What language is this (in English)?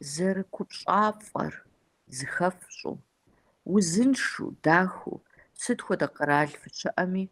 Kabardian